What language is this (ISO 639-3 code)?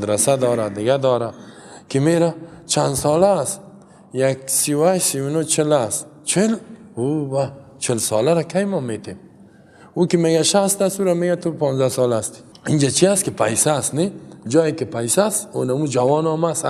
fas